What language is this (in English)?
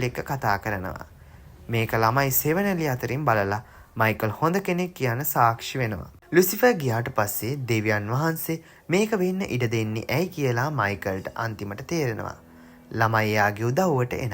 Sinhala